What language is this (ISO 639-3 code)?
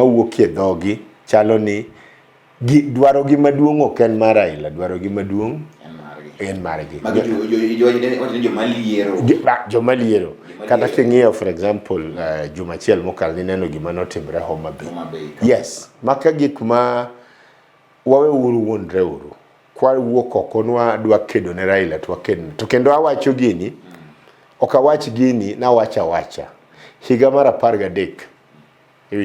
luo